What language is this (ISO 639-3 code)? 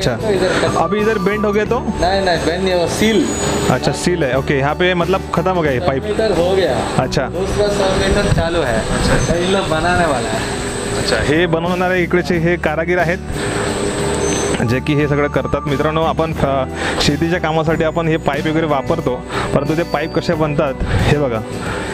mar